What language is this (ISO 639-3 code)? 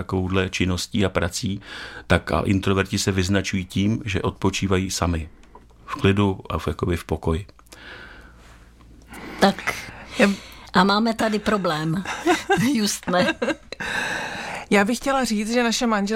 ces